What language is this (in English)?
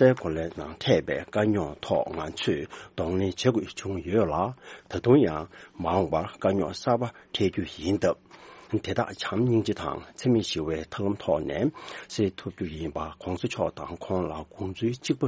Tibetan